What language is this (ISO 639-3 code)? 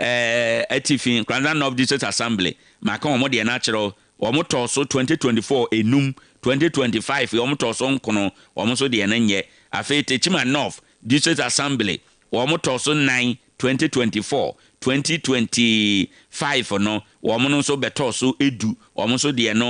aka